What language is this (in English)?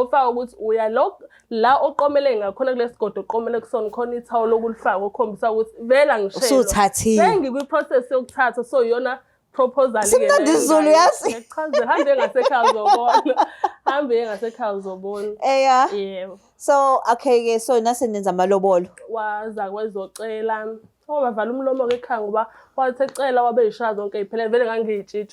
Zulu